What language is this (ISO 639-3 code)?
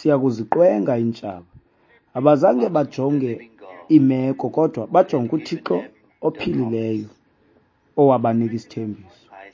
xho